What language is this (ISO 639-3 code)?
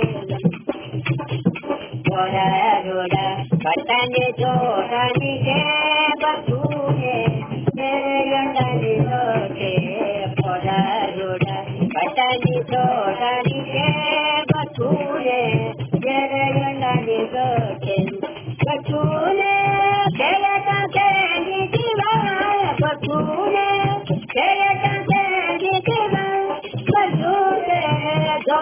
tel